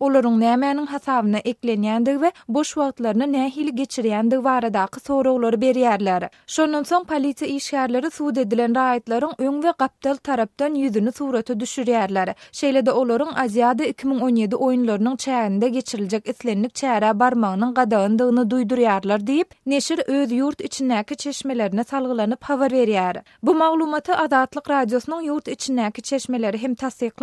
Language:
Turkmen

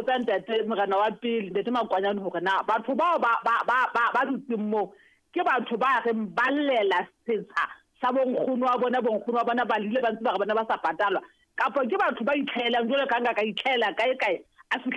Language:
Southern Sotho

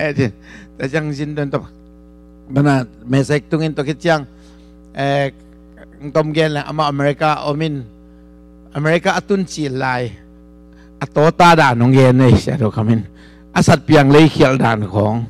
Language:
Tedim Chin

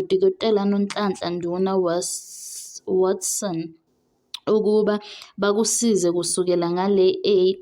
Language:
Zulu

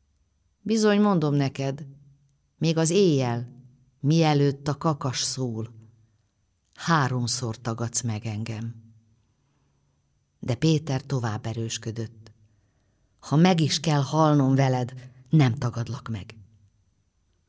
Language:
Hungarian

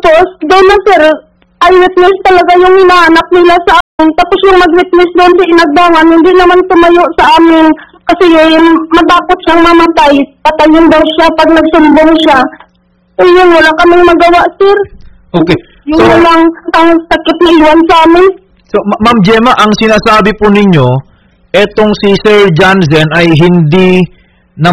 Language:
Filipino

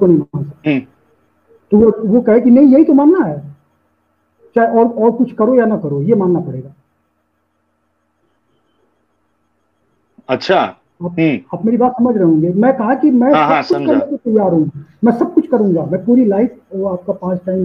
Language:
Hindi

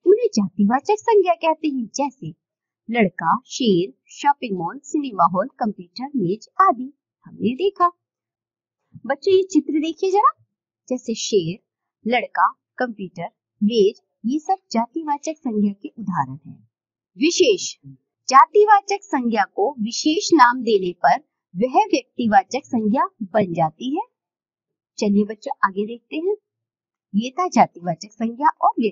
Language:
Hindi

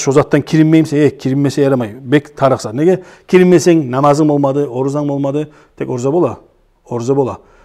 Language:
Kumyk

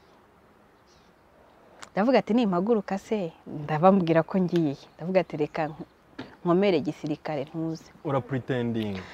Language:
Kinyarwanda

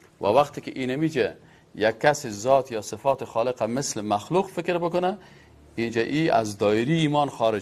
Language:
Persian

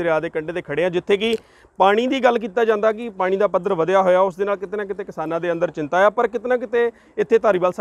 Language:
Punjabi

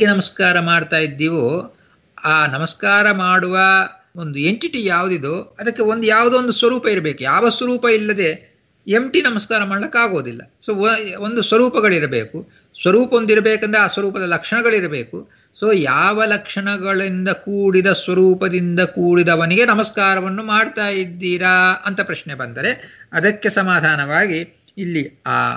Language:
Kannada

